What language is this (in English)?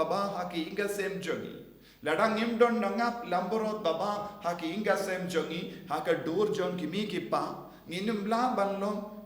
Khasi